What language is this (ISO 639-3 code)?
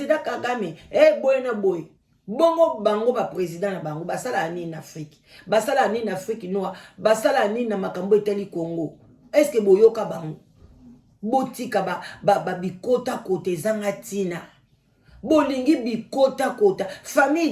lin